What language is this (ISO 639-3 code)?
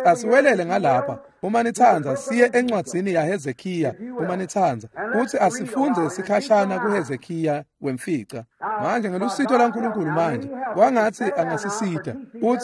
ssw